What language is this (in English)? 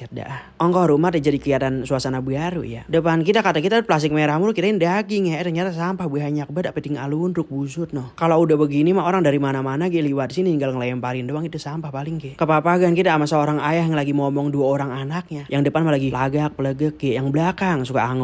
Betawi